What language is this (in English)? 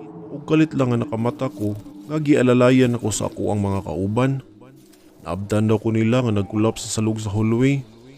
Cebuano